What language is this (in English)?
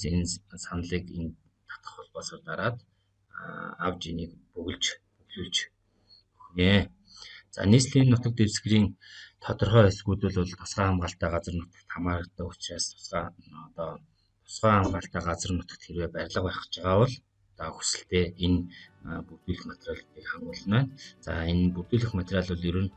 Mongolian